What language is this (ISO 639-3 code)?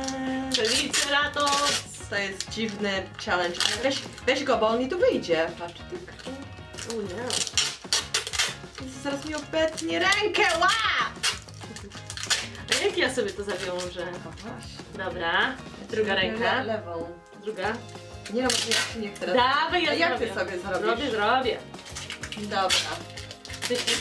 pol